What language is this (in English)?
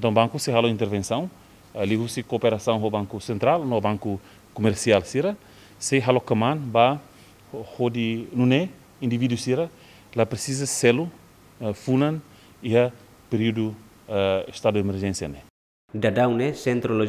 Tetum